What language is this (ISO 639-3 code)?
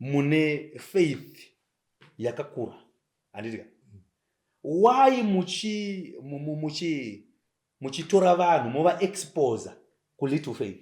sna